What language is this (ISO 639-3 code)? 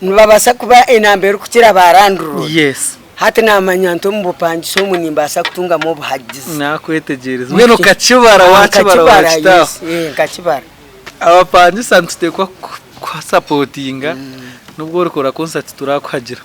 nyn